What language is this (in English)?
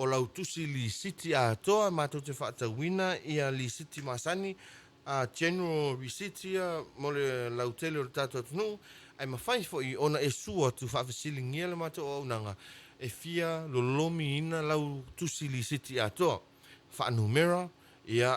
Samoan